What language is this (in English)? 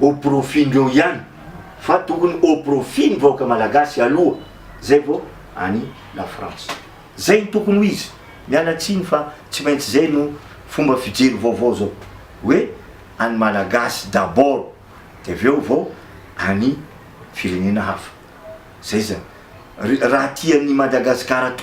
Malagasy